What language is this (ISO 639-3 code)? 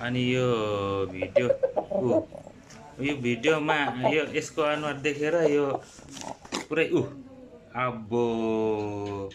nep